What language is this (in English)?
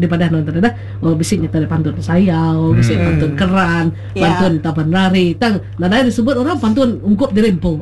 Iban